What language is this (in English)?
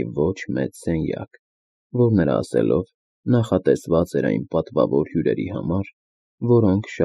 Armenian